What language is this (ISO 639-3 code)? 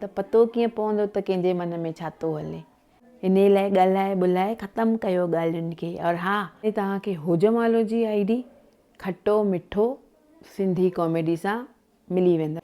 snd